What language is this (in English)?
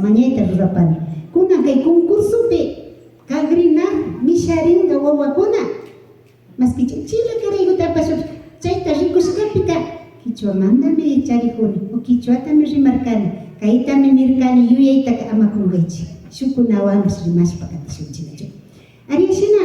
Imbabura Highland Quichua